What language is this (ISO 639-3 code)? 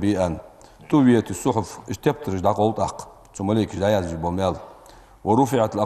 inh